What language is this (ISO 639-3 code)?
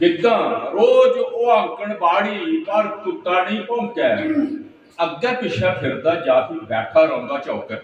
doi